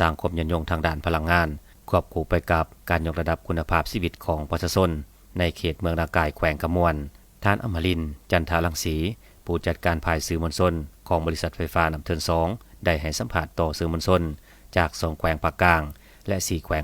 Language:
Lao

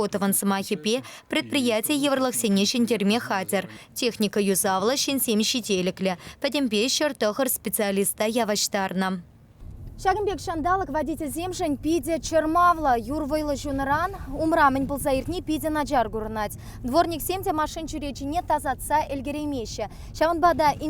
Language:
Chuvash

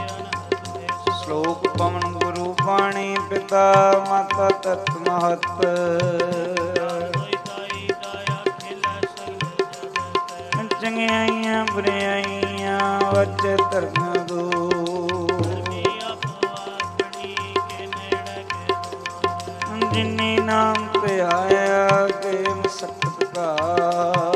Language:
Punjabi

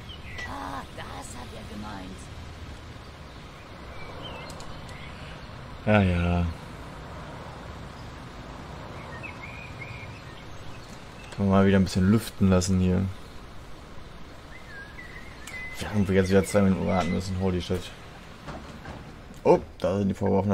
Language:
German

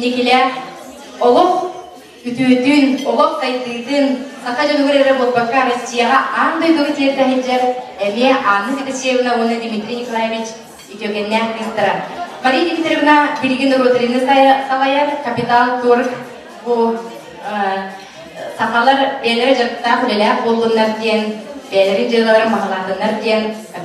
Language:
Yakut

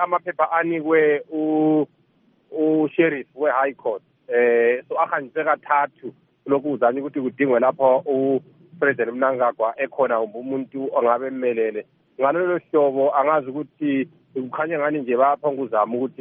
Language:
North Ndebele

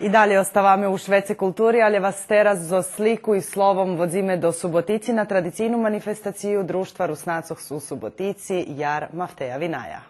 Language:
Rusyn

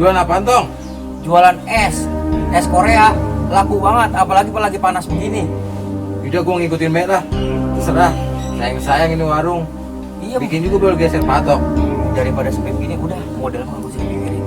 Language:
Betawi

